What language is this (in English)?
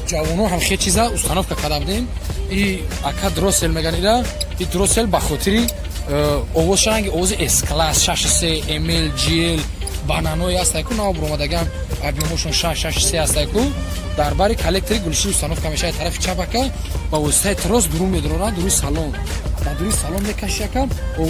Tajik